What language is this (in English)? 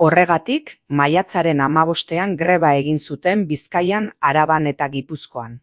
Basque